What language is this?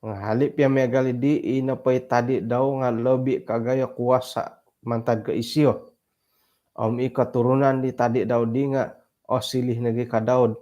Central Dusun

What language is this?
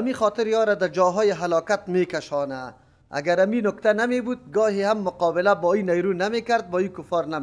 Persian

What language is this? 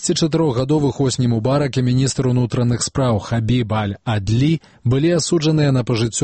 Belarusian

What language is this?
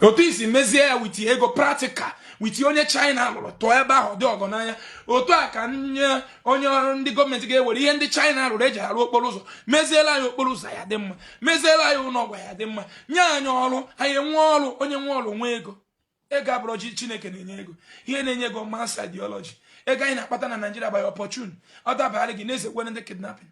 Igbo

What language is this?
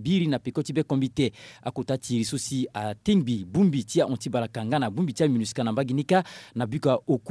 Sango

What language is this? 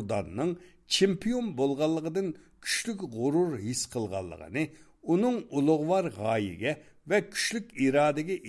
Uyghur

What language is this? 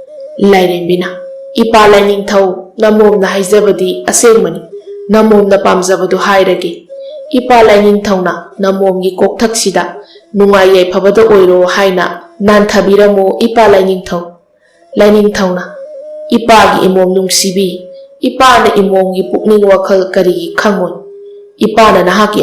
Manipuri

